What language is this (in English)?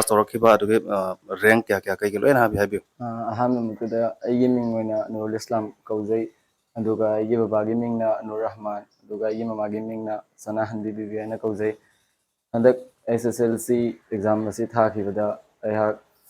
Manipuri